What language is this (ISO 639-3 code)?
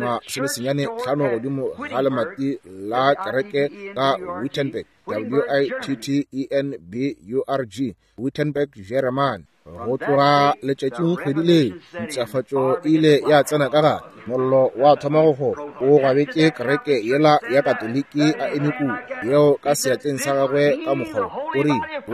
nso